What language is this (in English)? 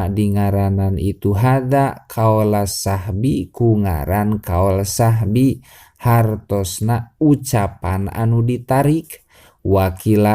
Sundanese